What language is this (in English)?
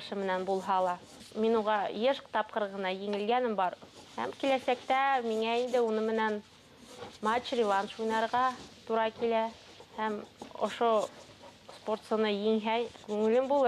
Bashkir